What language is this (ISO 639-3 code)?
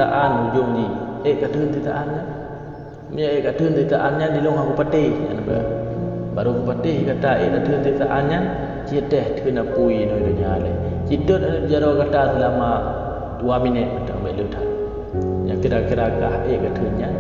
ace